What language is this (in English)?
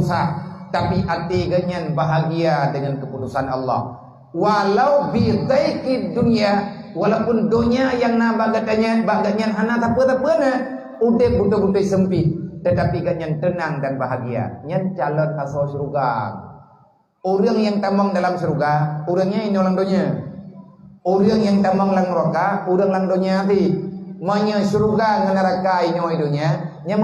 Achinese